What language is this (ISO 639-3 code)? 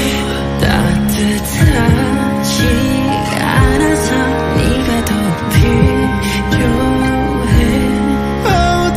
kor